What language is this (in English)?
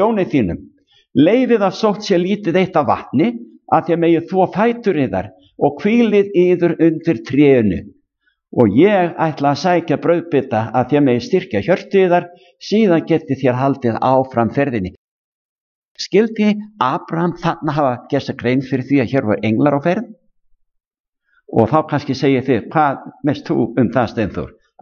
Icelandic